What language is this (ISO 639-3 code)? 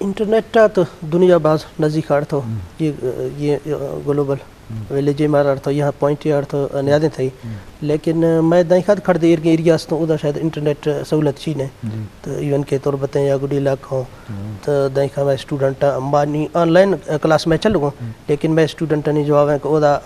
bgp